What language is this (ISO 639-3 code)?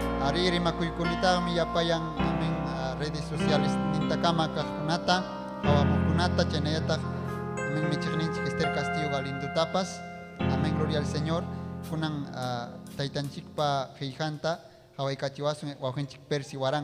quy